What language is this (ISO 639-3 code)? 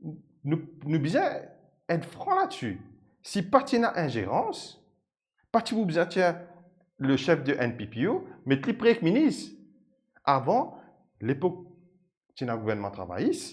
mfe